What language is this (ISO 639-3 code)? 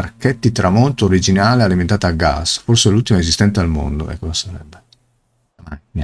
ita